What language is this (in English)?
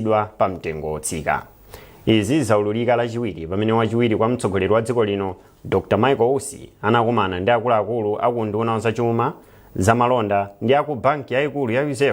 Nyanja